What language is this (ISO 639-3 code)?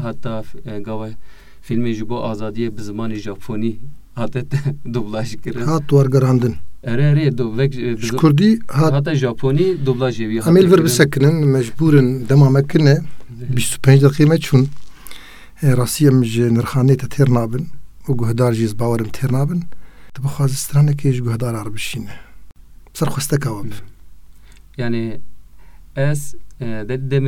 kur